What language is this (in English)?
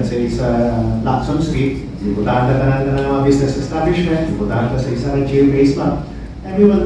Hiligaynon